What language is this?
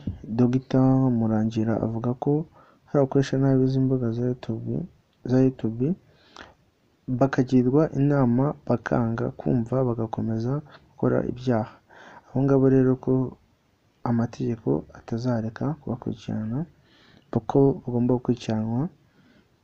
Kinyarwanda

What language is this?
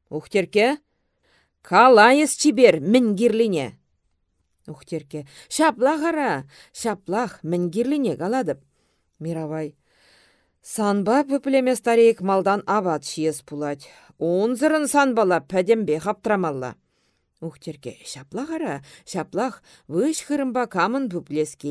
Chuvash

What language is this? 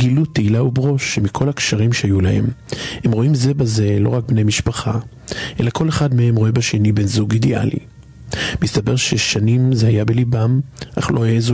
Hebrew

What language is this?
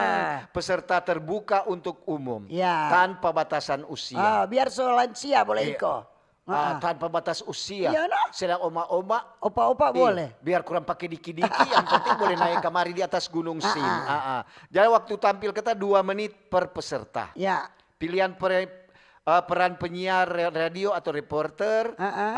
Manado Malay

